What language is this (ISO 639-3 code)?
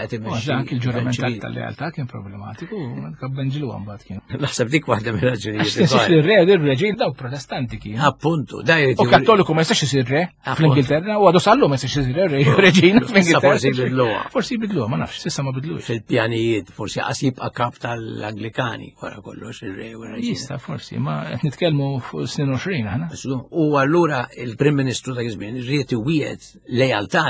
mlt